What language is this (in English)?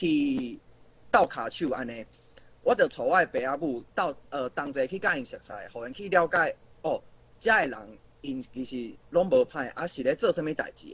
Min Nan Chinese